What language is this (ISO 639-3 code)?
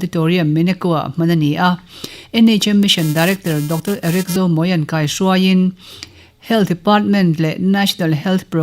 lus